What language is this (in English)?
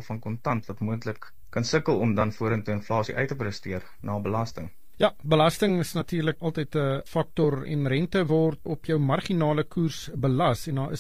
Afrikaans